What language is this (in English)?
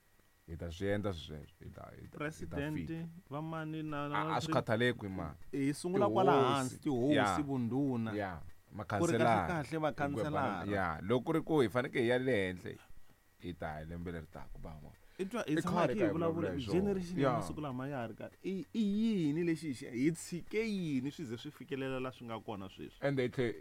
Tsonga